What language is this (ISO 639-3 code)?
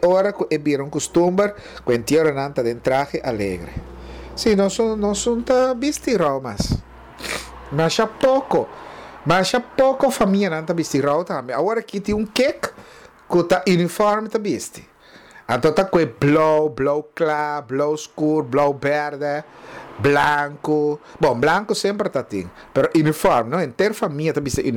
pap